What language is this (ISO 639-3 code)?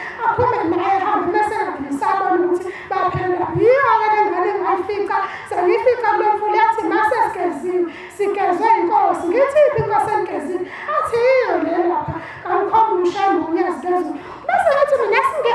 zul